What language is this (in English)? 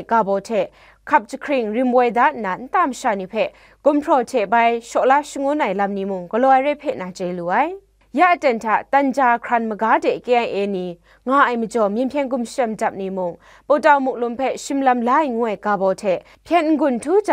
Kachin